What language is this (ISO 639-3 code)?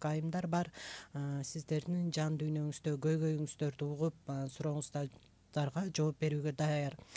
kir